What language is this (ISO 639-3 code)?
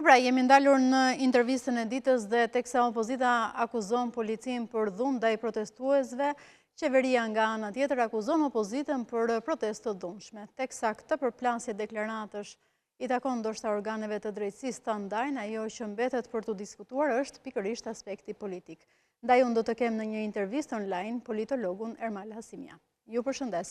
sqi